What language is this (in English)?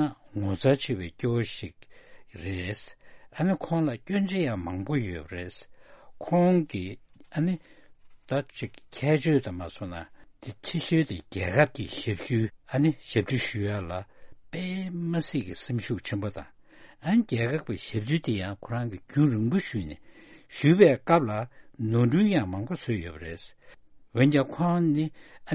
Tibetan